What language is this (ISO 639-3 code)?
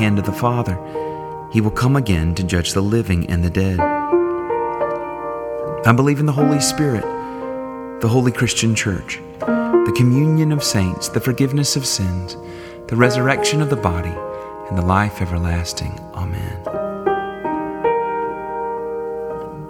eng